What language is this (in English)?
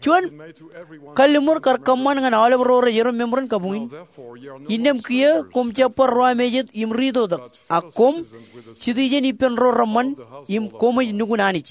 Marshallese